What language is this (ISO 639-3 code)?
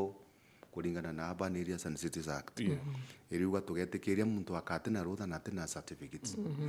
mer